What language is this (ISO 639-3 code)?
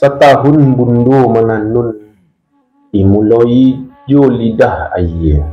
min